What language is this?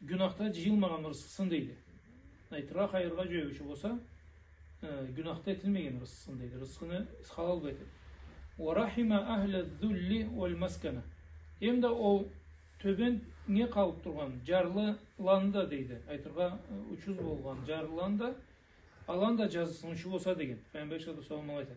Karachay-Balkar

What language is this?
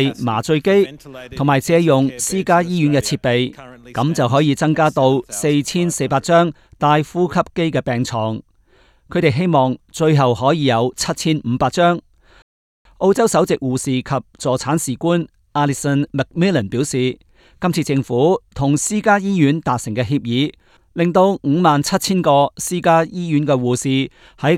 Cantonese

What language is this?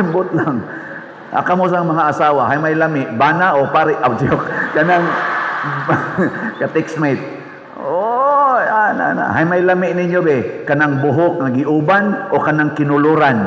Cebuano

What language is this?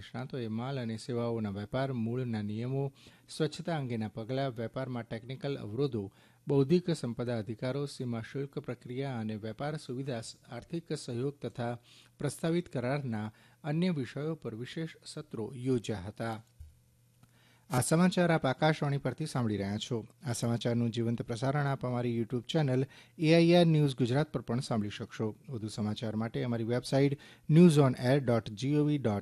Gujarati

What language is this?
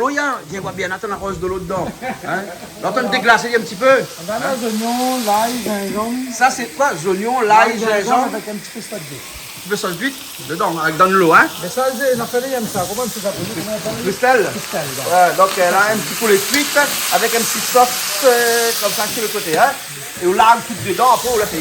Réunion Creole French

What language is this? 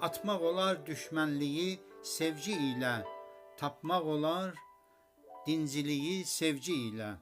South Azerbaijani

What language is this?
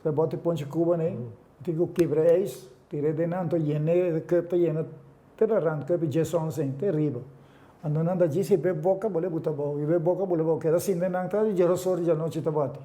Papiamento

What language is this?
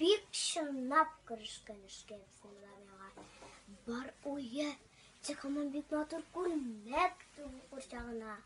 Tatar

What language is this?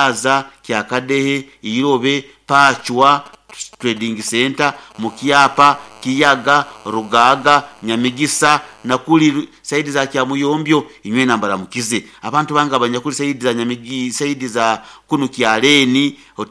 Nyoro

